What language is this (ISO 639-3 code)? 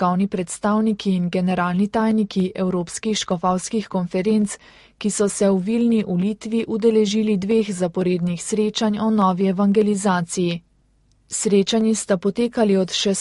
slv